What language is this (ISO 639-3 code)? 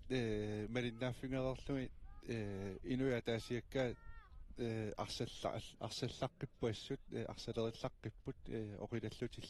kal